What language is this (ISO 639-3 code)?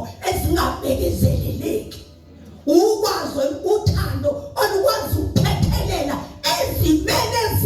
zul